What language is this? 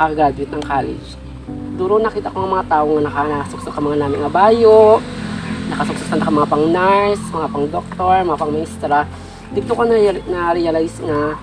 Kinaray-a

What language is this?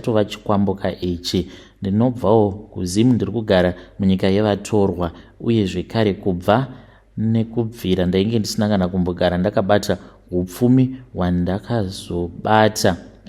Shona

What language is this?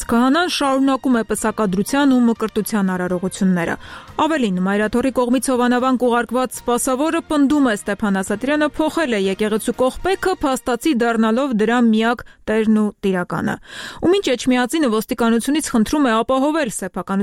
Armenian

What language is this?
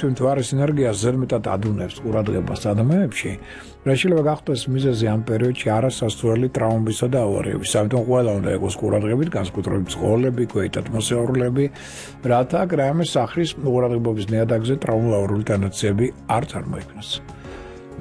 Georgian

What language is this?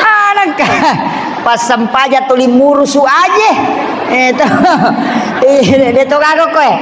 Buginese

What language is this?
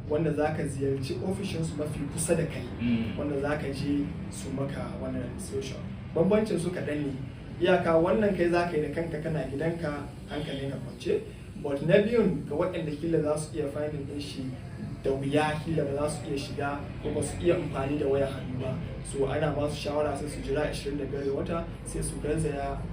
Hausa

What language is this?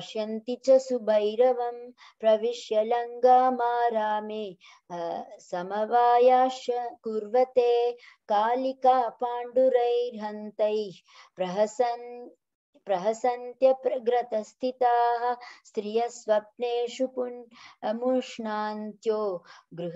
Sanskrit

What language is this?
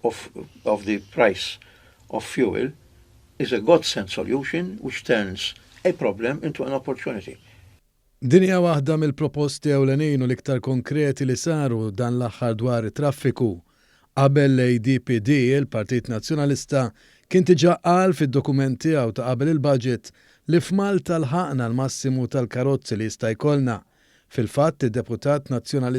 Maltese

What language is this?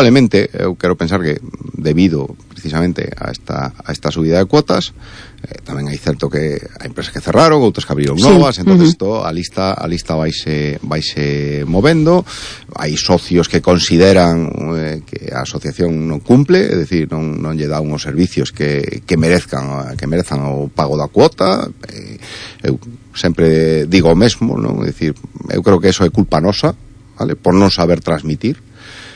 Galician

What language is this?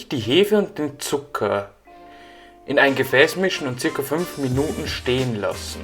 Bavarian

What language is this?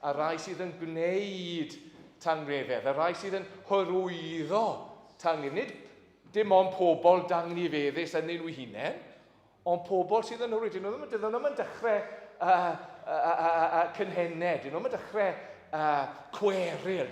Welsh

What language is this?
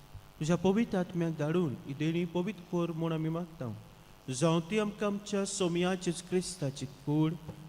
Konkani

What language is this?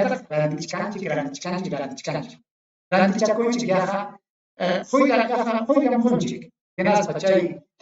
Ayacucho Quechua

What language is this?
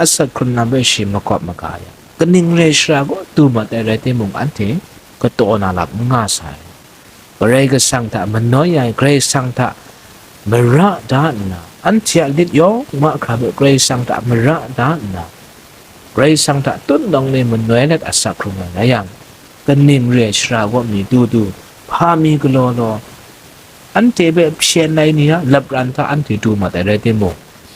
Kachin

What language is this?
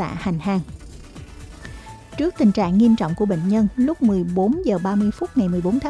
Vietnamese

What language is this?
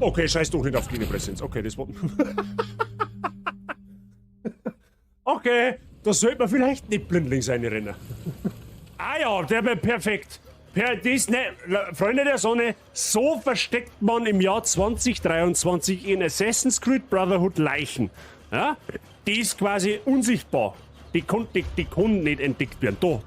Bavarian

